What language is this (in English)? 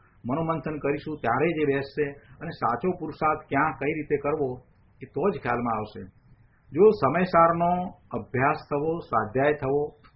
Gujarati